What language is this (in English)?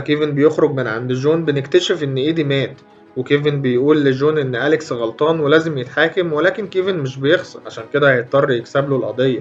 Egyptian Arabic